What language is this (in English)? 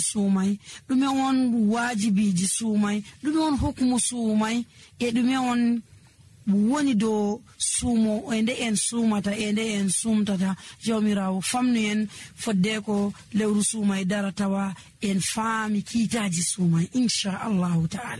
Nigerian Fulfulde